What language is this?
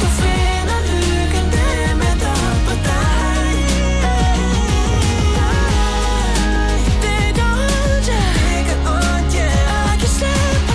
Danish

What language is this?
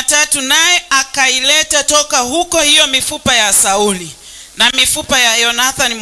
Swahili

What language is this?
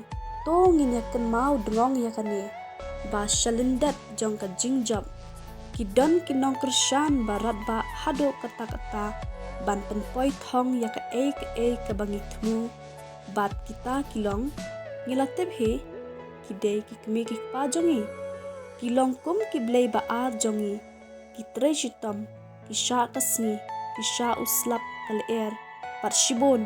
Khasi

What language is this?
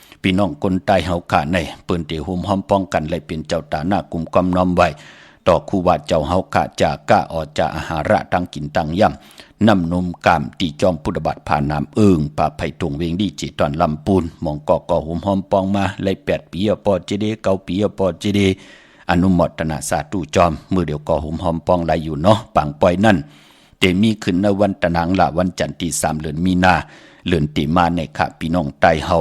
Shan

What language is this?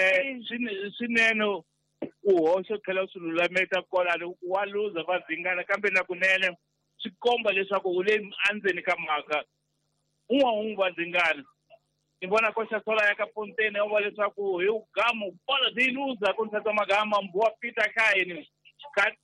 Tsonga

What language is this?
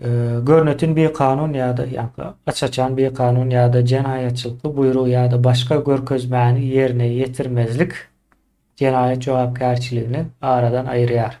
Turkmen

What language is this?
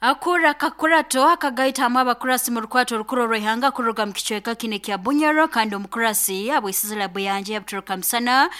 Nyoro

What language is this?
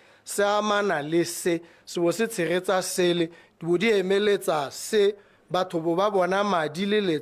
Tswana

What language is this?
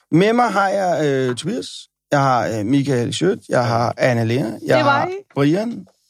Danish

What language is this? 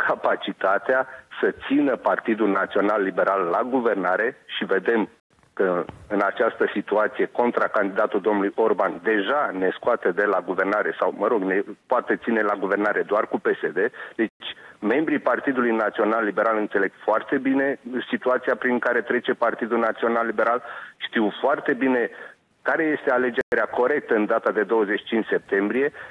Romanian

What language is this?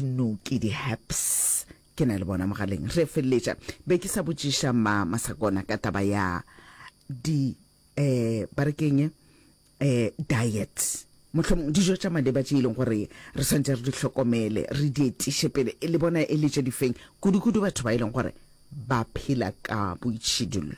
Northern Sotho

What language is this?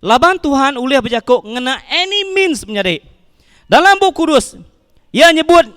Iban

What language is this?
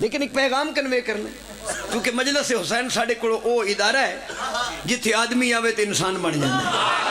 Pahari-Potwari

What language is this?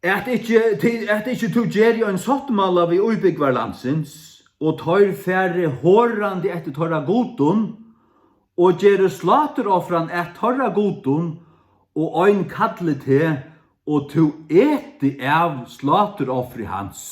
Faroese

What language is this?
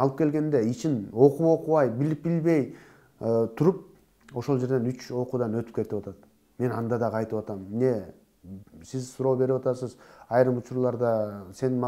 Kyrgyz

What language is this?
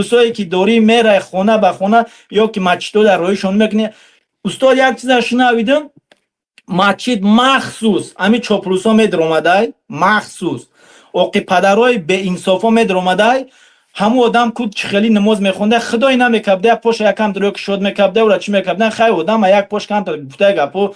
Tajik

